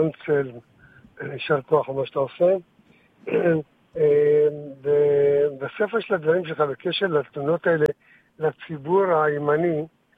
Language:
Hebrew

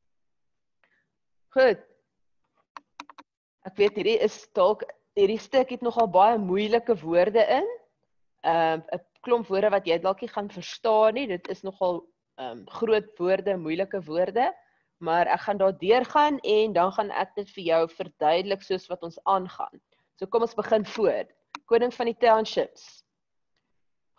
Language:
Afrikaans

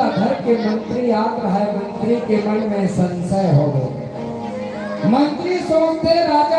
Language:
Chhattisgarhi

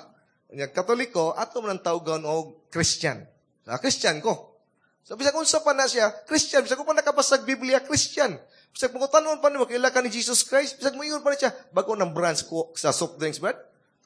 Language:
Cebuano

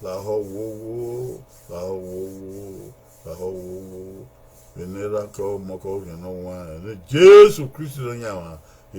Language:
Bini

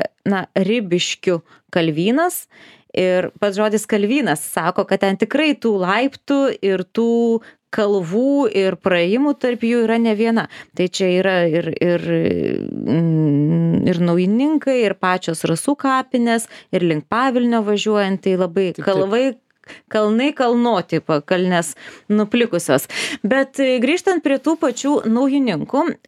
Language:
Lithuanian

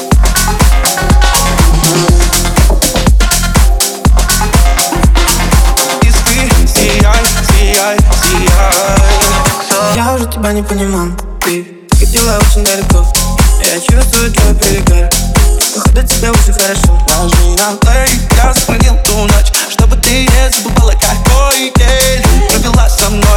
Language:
Russian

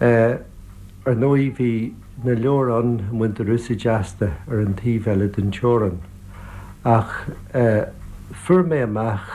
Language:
Irish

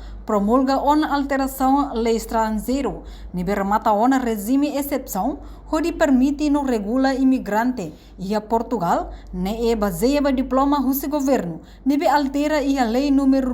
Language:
Tetum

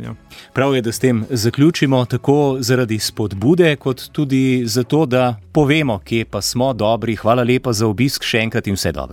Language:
Slovenian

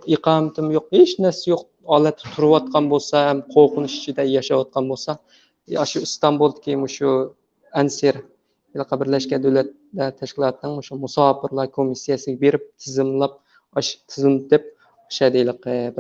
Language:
Uyghur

